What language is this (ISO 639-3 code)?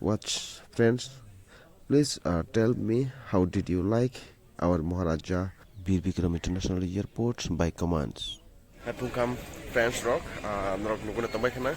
trp